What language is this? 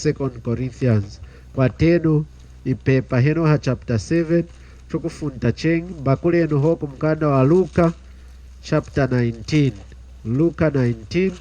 Lunda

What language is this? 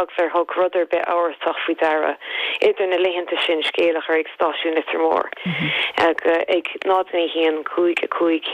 Irish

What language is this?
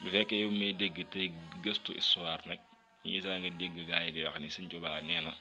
Wolof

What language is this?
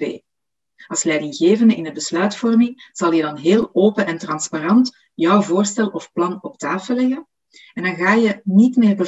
Dutch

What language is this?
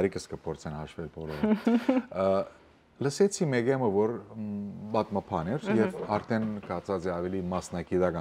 Western Armenian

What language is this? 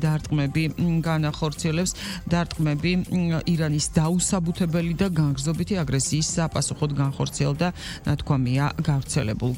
Georgian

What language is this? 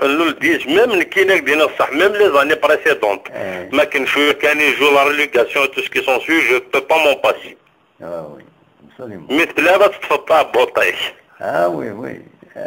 Kabyle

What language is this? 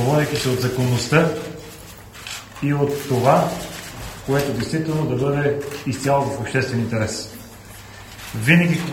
Bulgarian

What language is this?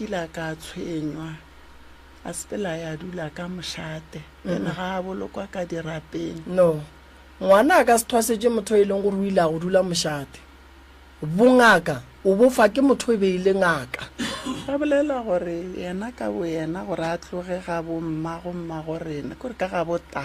Northern Sotho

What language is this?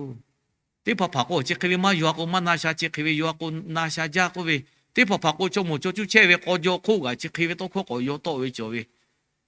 Lahu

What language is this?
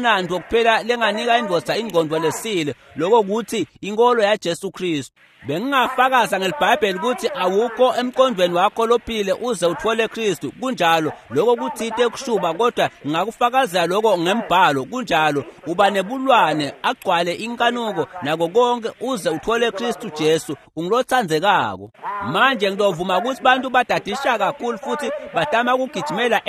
Swati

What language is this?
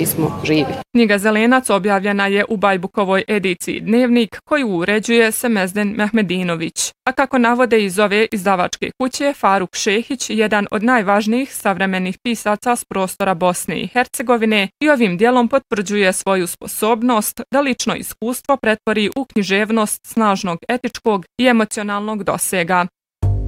Bosnian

